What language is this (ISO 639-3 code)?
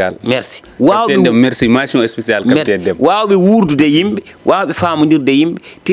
ful